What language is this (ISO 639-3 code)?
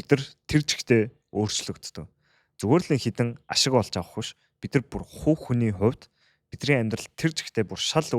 mon